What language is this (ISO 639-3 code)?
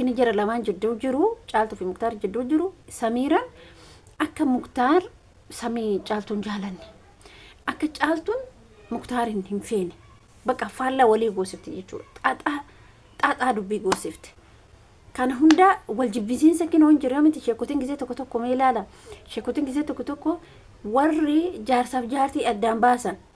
orm